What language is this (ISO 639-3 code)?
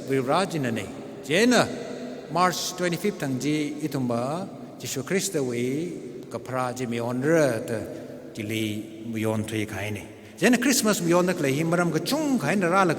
nmf